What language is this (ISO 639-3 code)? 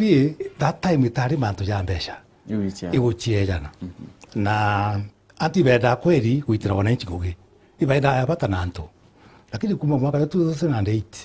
mer